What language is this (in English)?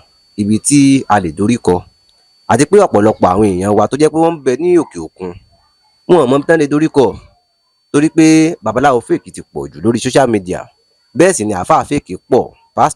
Yoruba